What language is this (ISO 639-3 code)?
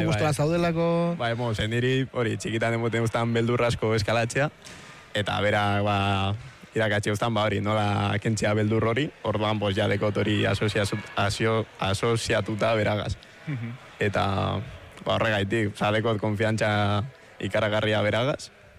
eus